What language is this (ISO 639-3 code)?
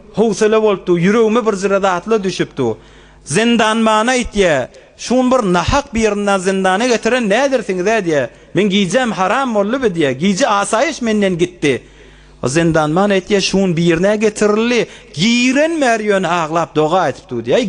tuk